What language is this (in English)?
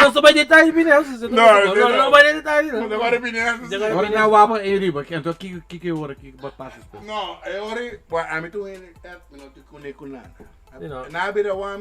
Papiamento